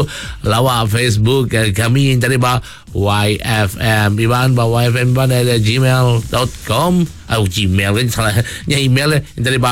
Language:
Iban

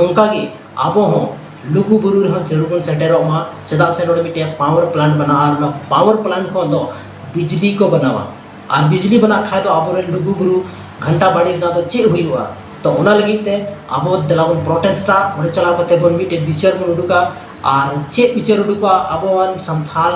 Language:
Santali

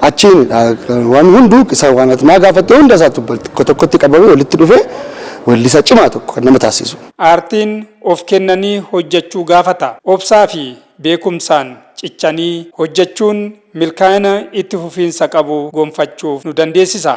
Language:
Oromo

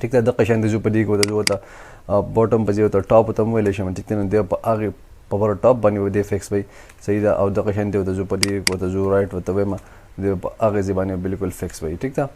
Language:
Pashto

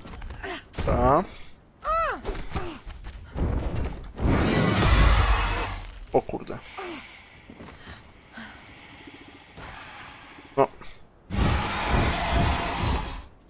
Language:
Polish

